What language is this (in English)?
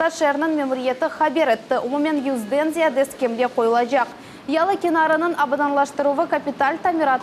Crimean Tatar